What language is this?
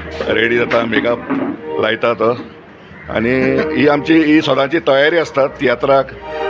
Konkani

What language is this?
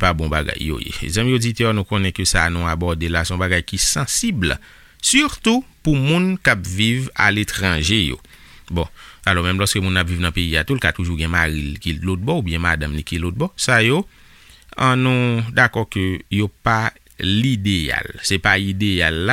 Haitian Creole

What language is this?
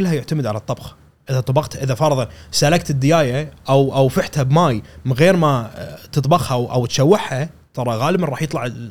Gulf Arabic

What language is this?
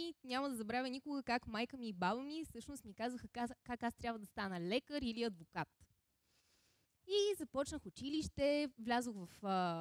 Bulgarian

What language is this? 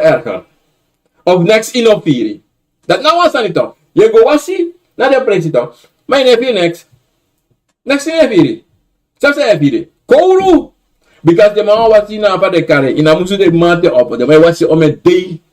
Sranan Tongo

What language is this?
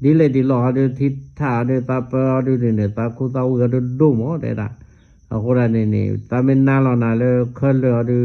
S'gaw Karen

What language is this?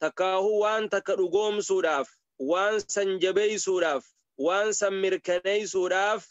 Oromo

